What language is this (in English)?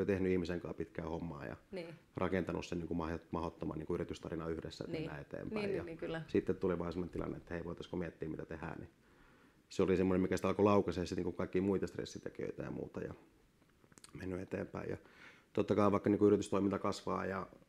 Finnish